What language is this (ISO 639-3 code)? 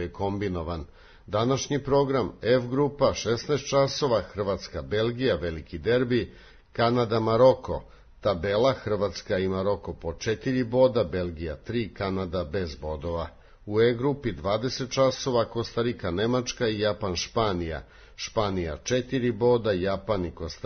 srp